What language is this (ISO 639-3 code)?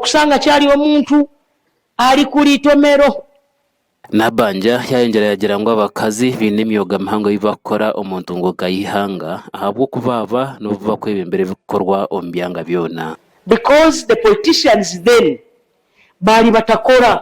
nyn